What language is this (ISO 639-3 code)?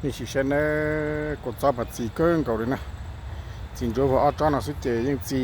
hmn